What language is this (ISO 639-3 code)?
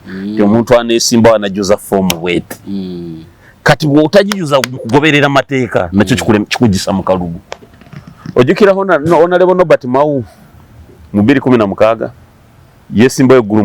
lug